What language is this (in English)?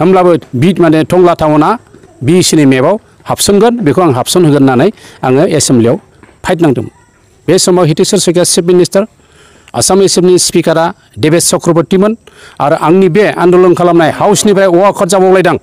Bodo